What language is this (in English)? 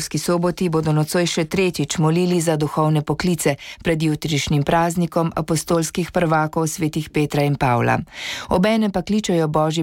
Slovenian